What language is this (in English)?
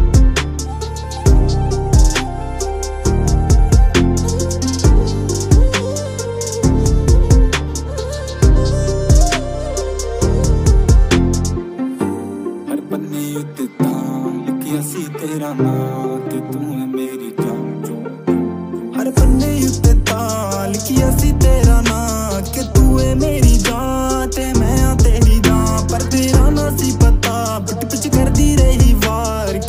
Punjabi